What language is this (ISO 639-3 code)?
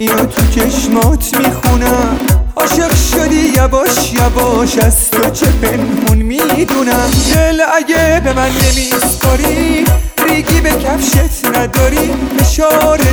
fas